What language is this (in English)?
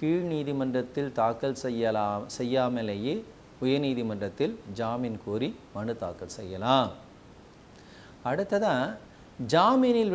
Tamil